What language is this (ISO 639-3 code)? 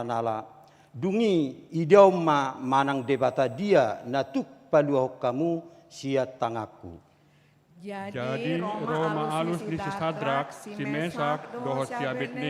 bbc